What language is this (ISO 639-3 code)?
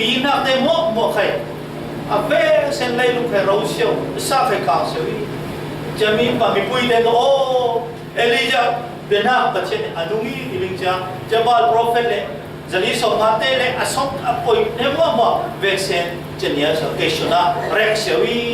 cfm